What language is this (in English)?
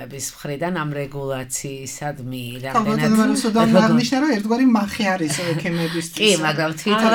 Georgian